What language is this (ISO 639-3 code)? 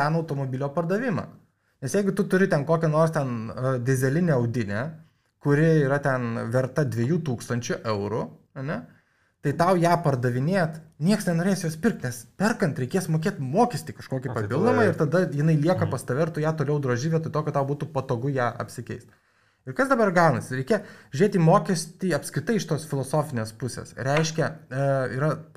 lit